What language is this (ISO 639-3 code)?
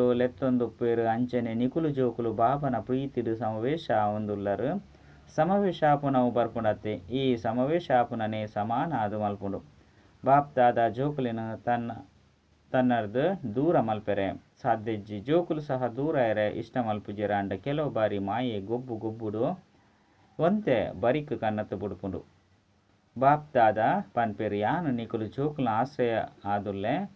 tcy